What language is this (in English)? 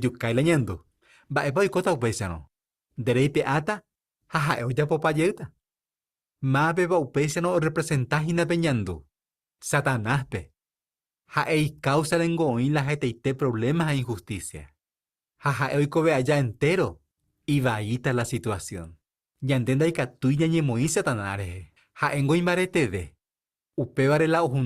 Guarani